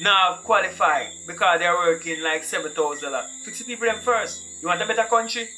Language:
Jamaican Creole English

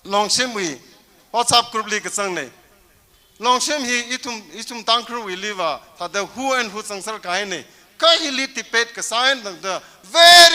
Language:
Tangkhul Naga (India)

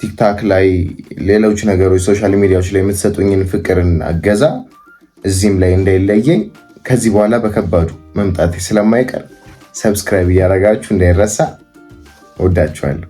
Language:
Amharic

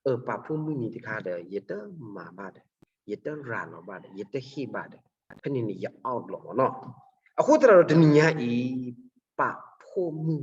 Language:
S'gaw Karen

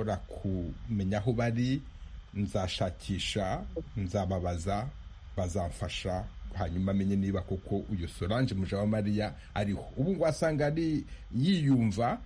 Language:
Kinyarwanda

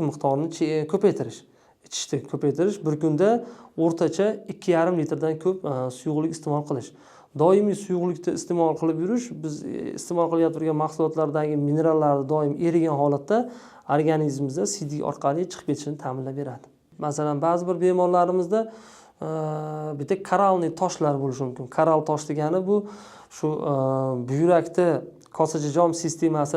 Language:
Uzbek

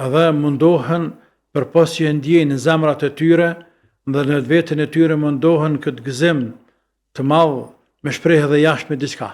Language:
Albanian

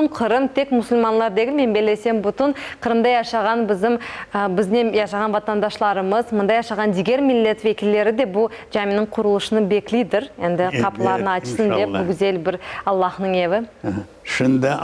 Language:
Crimean Tatar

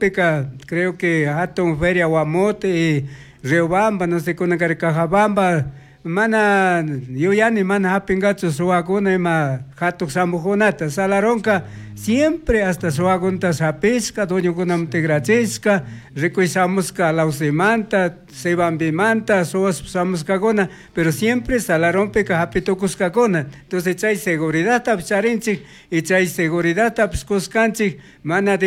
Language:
Chimborazo Highland Quichua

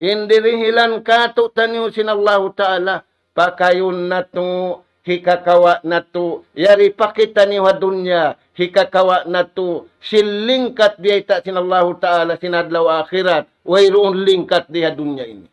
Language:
Tausug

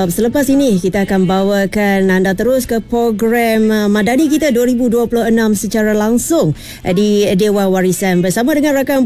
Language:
Malay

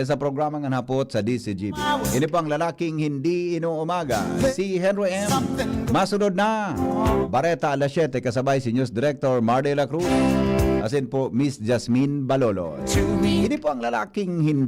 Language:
Bikol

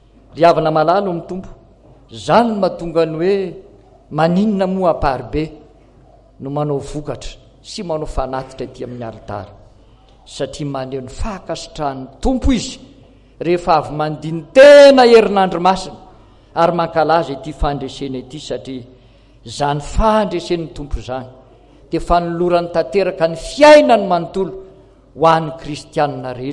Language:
Malagasy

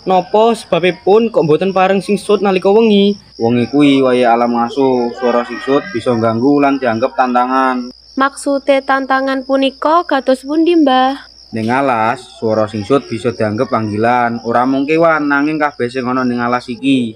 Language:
Javanese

